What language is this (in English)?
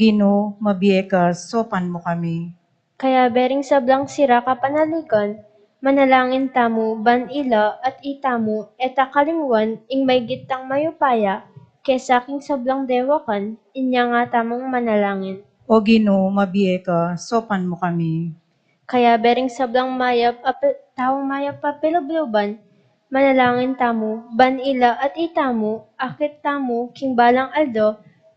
Pampanga